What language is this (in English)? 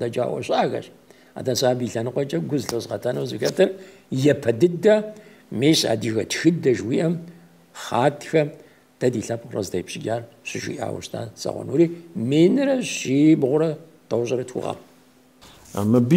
Kabardian